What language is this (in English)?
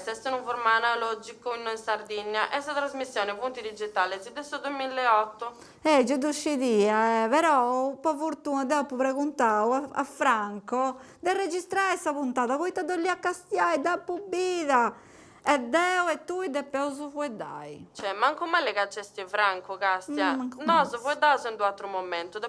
Sardinian